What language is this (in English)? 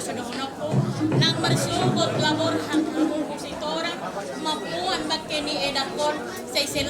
Batak Toba